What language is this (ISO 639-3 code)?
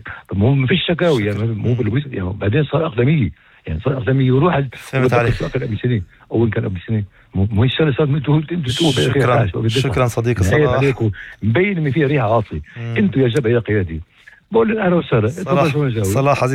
apc